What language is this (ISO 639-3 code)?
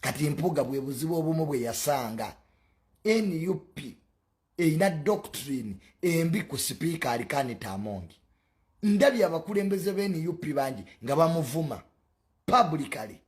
lug